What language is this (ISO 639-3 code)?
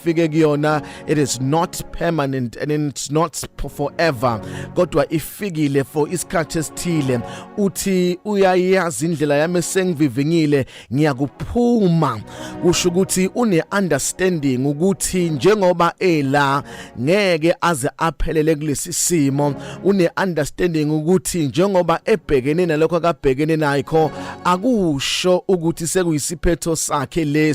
zul